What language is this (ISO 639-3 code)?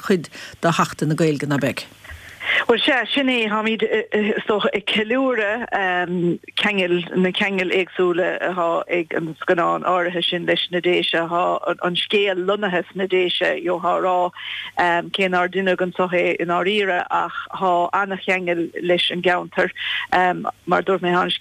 gle